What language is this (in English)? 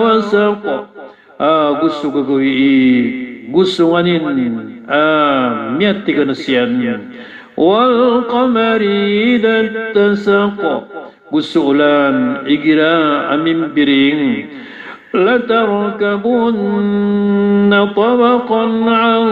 Maranao